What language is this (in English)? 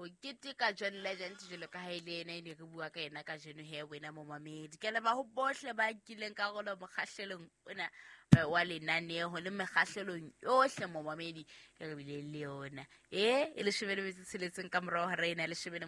Southern Sotho